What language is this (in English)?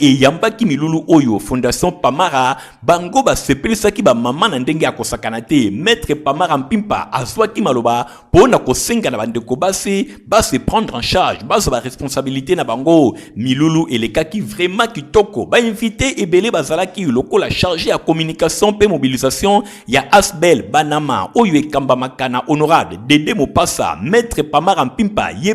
Lingala